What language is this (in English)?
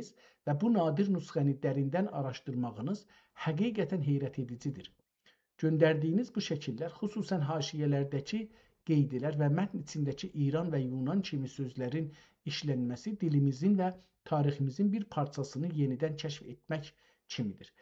South Azerbaijani